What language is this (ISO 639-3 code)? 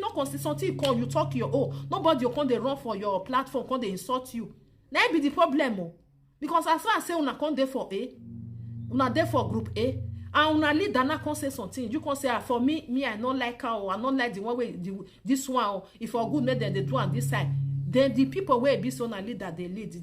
pcm